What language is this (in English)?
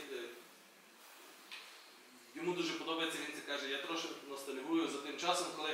Ukrainian